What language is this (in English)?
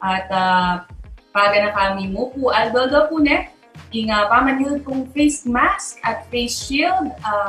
Pampanga